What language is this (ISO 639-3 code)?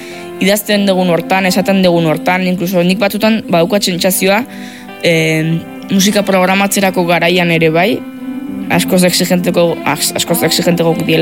eus